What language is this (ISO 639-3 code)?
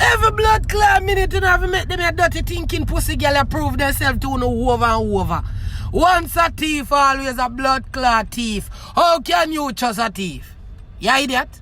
jam